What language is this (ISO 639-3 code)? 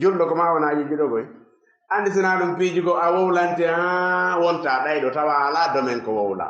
ful